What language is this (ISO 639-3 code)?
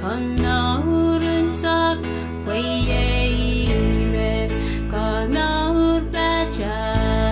pon